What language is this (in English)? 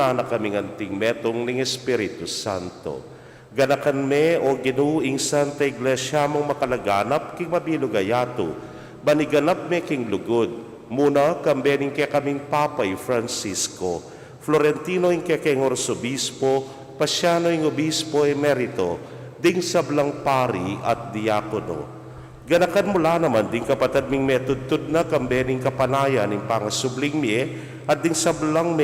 Pampanga